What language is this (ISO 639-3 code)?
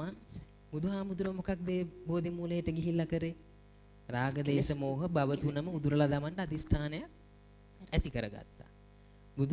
sin